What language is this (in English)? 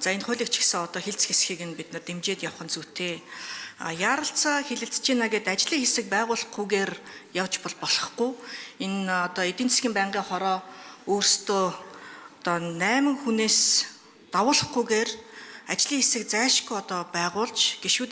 Mongolian